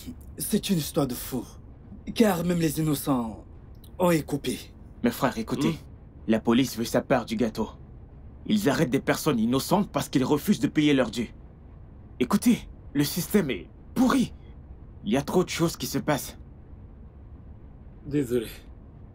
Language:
French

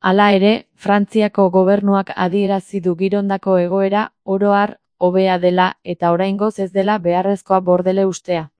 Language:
Basque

